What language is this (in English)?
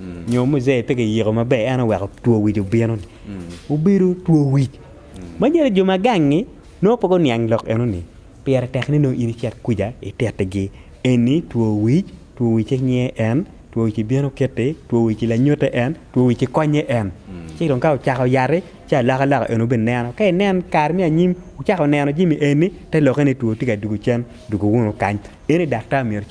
Acoli